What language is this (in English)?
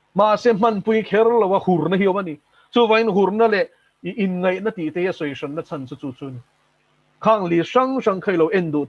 Mizo